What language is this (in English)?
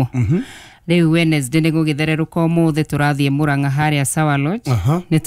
Kikuyu